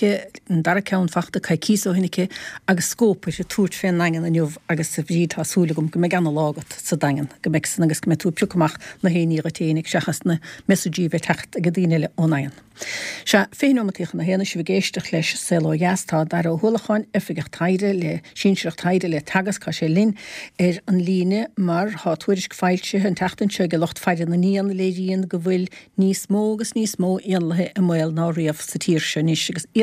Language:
Irish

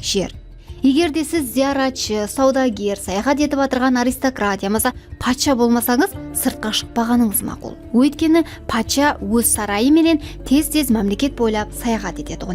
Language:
Kara-Kalpak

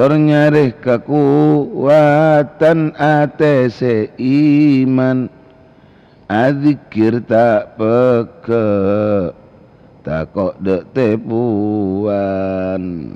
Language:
Madurese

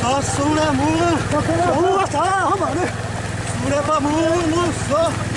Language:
Xavánte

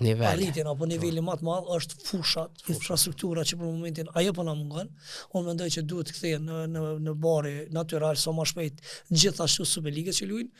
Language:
Albanian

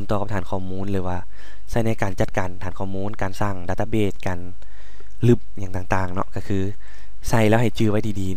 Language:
Lao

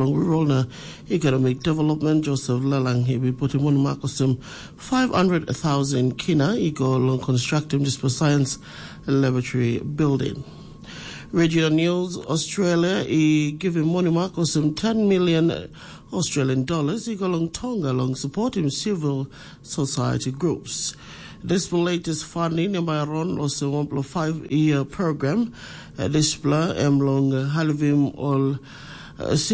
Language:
Tok Pisin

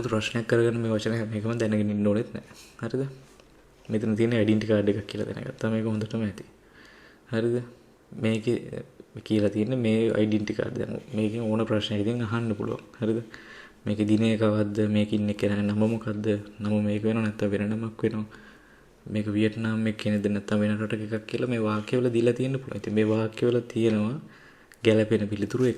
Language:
Sinhala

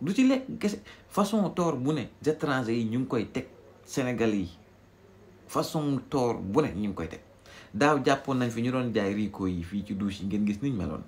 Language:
Wolof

